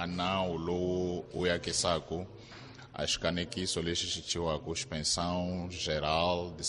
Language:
Tsonga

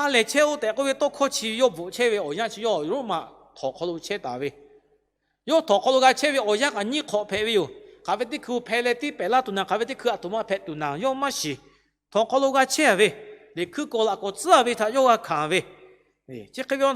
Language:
Lahu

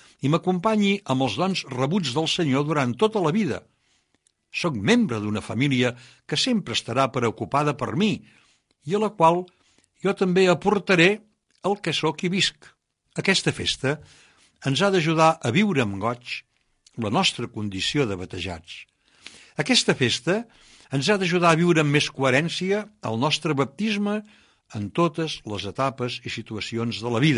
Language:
Catalan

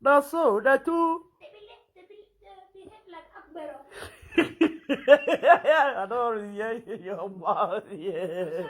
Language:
Nigerian Pidgin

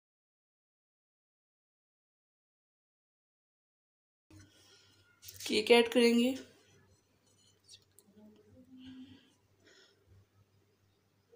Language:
Hindi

